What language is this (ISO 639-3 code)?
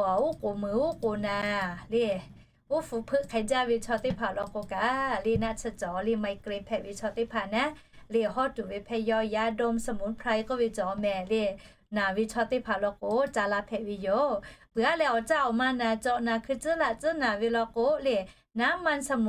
lhu